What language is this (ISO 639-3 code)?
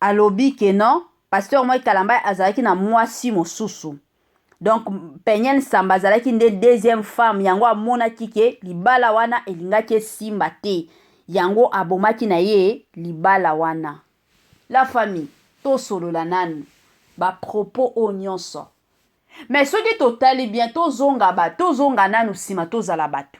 lin